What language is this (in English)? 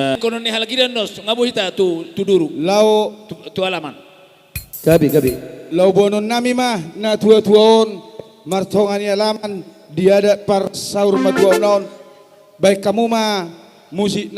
Batak Toba